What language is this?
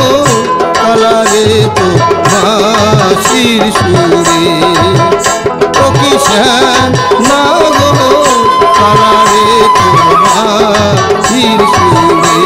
Bangla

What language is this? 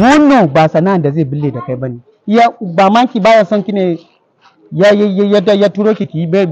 Hausa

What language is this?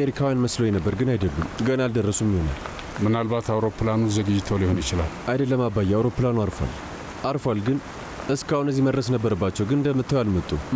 Amharic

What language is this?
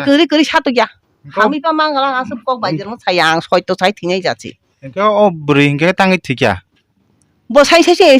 Kok Borok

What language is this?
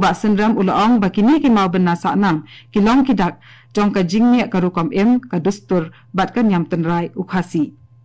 Khasi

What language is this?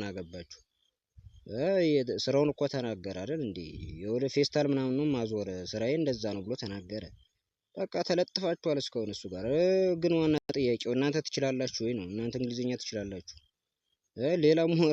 Amharic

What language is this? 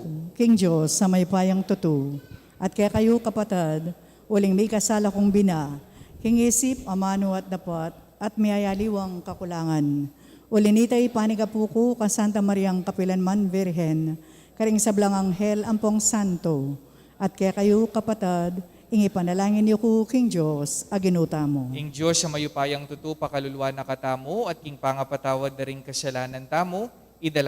Pampanga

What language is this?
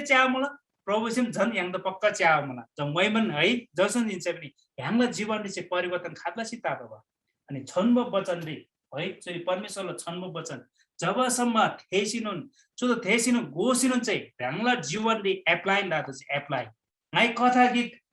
Eastern Tamang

